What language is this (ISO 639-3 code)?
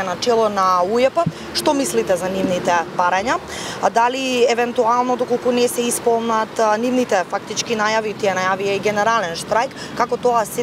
mkd